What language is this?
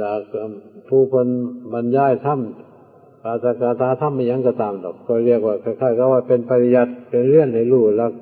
Northeastern Thai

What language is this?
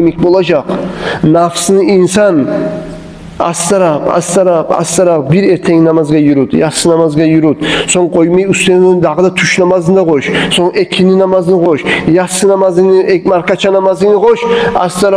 Kumyk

